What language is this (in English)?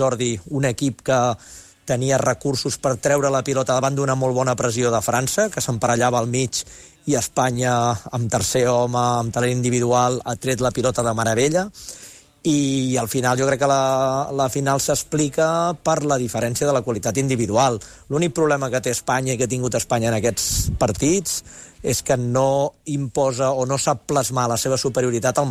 Catalan